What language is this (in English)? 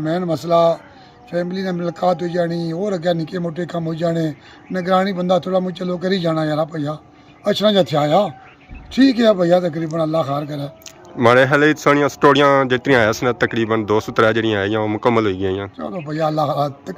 Pahari-Potwari